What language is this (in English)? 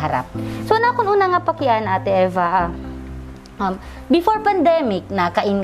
Waray